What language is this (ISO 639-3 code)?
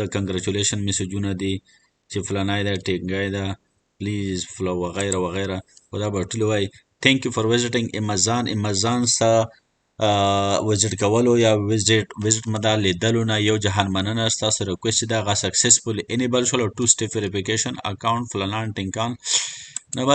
pus